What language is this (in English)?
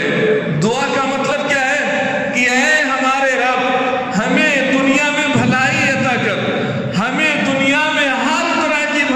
Urdu